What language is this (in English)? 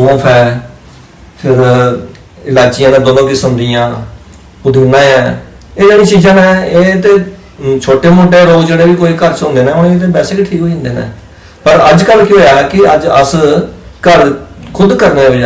Dogri